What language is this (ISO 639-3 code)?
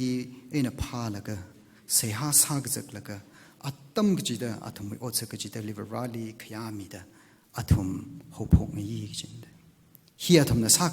nmf